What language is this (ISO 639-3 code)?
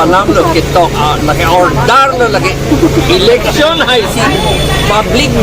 mjw